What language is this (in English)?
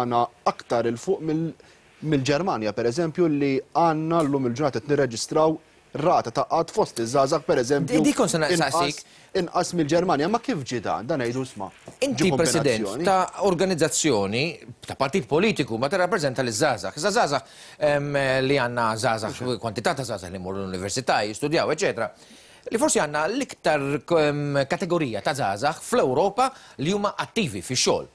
Maltese